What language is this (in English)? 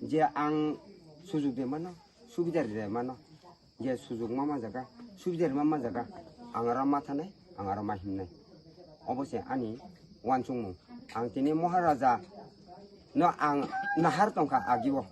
Kok Borok